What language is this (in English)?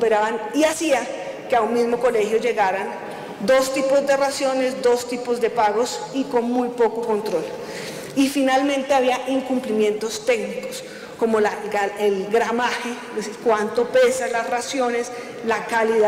Spanish